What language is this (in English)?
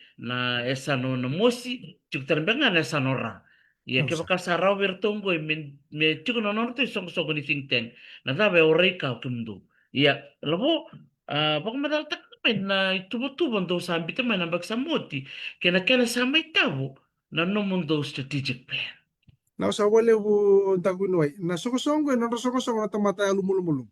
Fijian